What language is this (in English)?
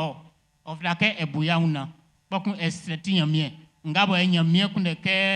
Baoulé